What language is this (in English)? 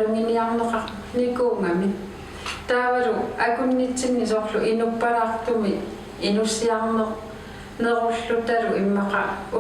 Kalaallisut